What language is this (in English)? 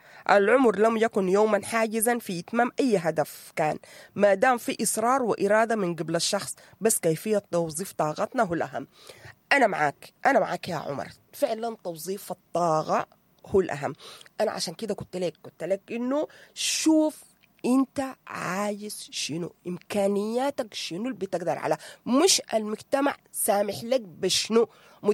Sudanese Arabic